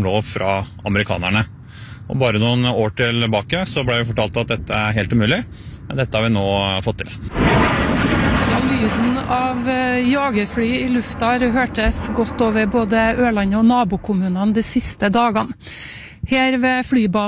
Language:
Norwegian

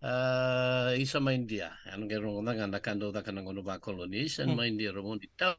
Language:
Fijian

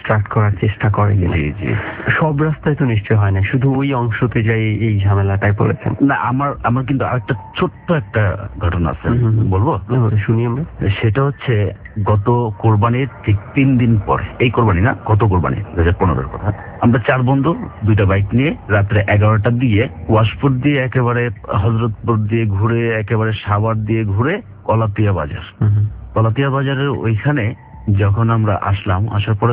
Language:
Bangla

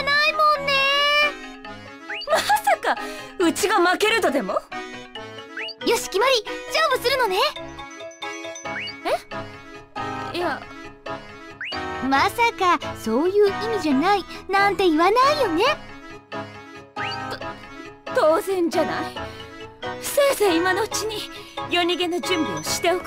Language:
Japanese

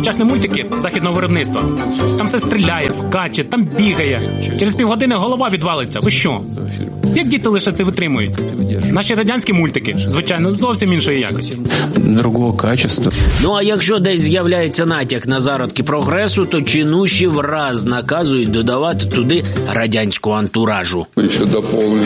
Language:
Ukrainian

